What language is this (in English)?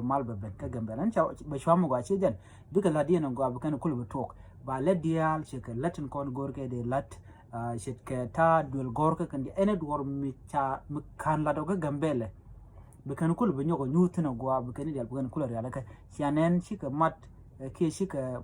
Nuer